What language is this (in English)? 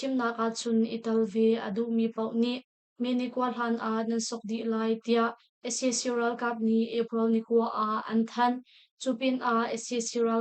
Hakha Chin